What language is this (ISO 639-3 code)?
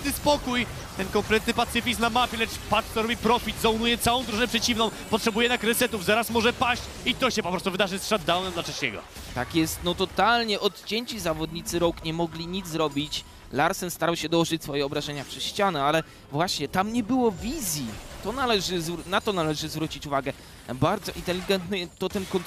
pol